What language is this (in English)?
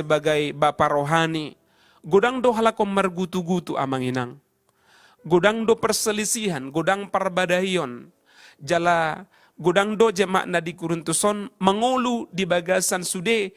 Batak Toba